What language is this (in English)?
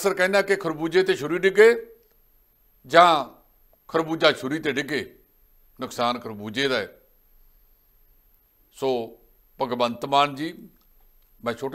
Punjabi